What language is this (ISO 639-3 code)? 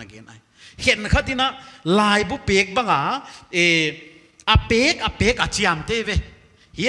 pck